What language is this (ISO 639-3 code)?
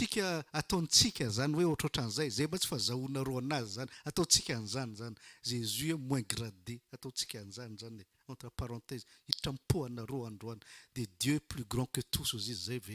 mlg